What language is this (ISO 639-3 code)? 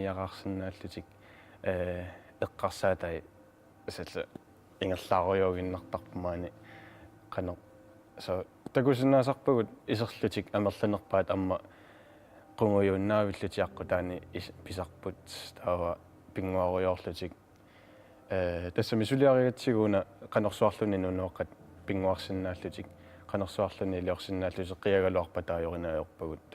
kal